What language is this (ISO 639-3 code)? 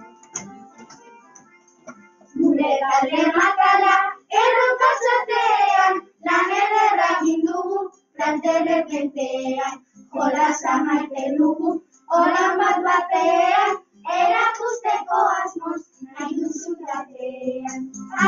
eus